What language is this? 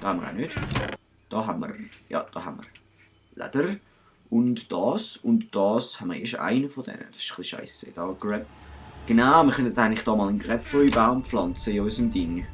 Swiss German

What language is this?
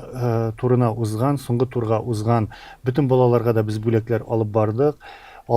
Tatar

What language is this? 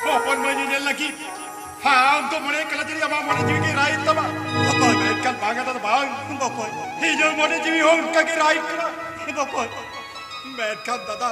Santali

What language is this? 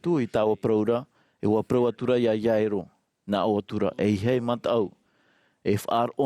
Tahitian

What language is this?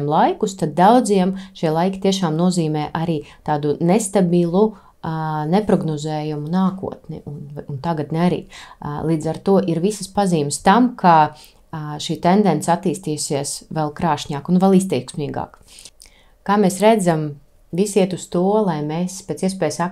Latvian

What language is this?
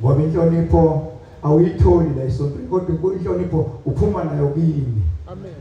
Zulu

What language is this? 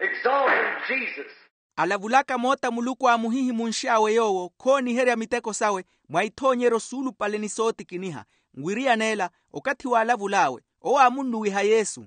Makhuwa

